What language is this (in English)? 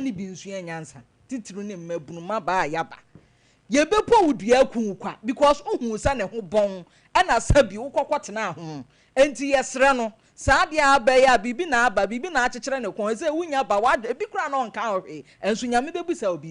Akan